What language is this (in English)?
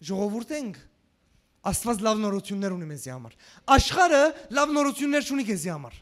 Western Armenian